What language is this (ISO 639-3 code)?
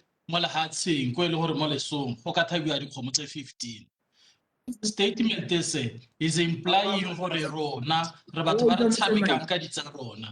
tsn